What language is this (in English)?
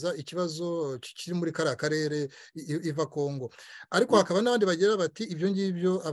Kinyarwanda